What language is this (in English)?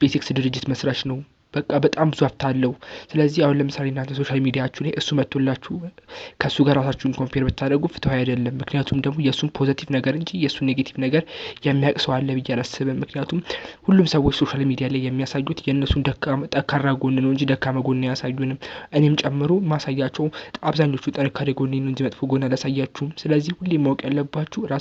Amharic